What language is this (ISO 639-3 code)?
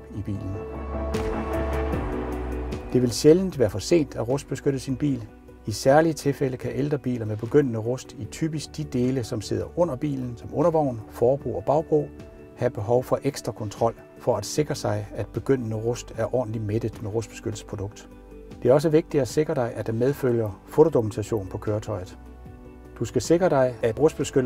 dan